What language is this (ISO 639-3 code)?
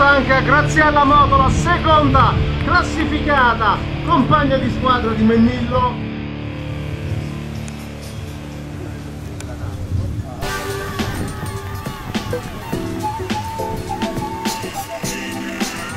ita